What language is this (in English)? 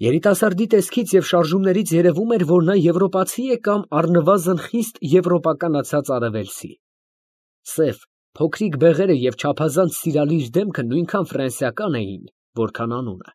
Armenian